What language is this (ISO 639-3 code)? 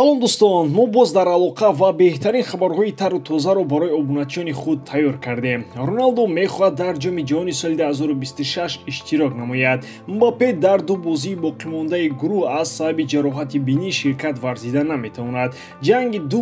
tgk